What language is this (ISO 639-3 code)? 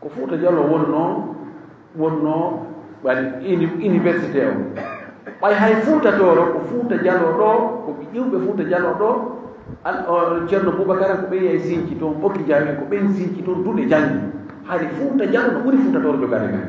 ful